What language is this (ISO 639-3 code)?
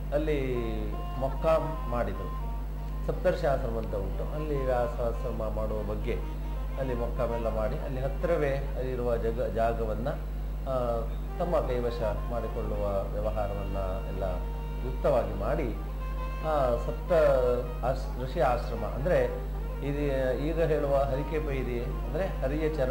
kan